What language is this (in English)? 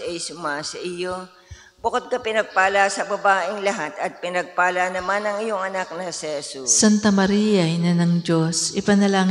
Filipino